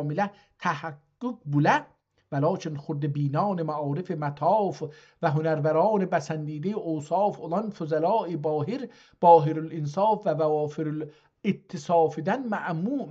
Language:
South Azerbaijani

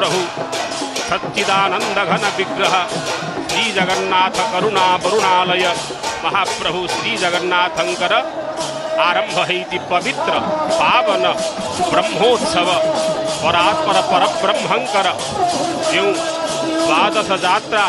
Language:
Odia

